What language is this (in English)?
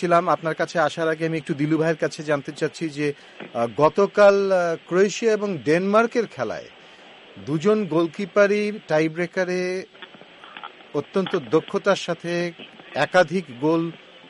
Bangla